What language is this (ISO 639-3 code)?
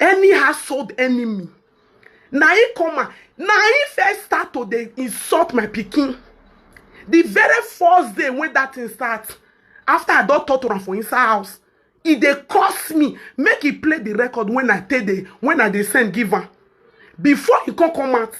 pcm